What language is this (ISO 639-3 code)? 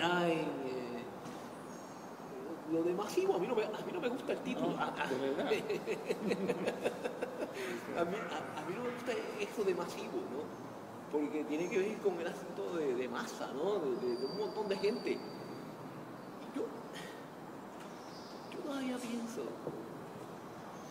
spa